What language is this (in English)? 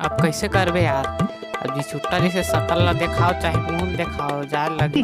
Chhattisgarhi